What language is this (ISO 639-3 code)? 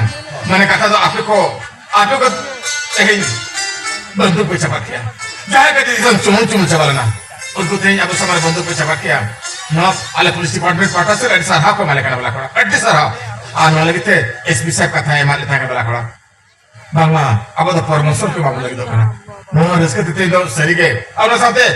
sat